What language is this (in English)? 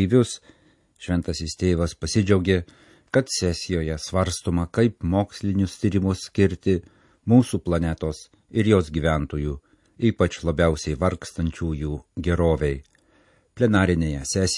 Lithuanian